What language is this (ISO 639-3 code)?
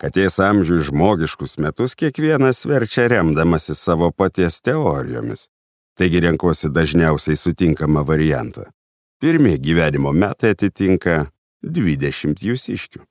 lit